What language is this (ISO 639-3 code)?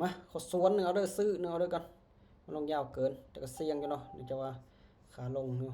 lao